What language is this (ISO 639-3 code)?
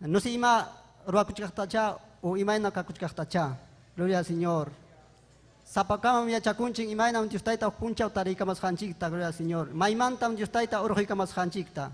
quy